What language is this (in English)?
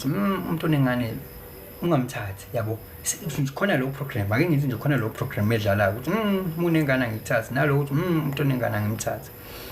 Zulu